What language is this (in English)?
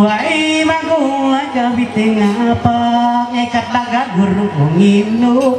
Ma'anyan